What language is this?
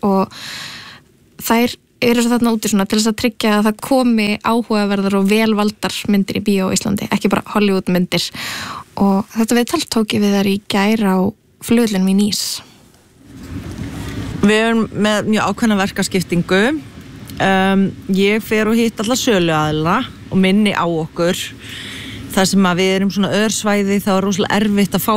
Icelandic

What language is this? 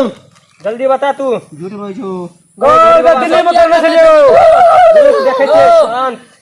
Maithili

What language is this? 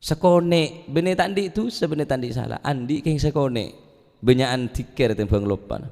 Madurese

